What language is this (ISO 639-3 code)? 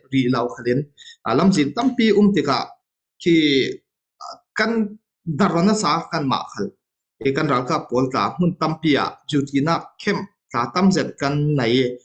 cfm